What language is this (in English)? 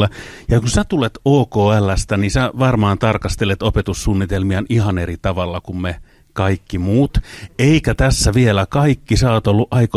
Finnish